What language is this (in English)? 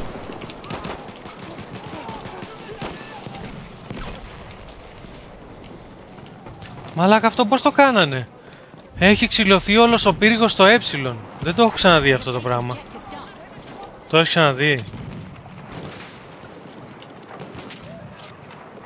Greek